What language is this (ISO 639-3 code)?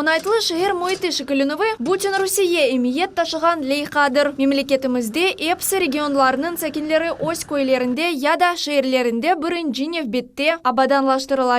crh